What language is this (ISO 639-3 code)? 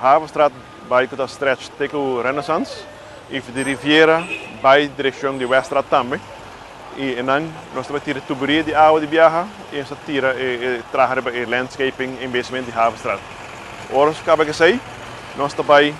pap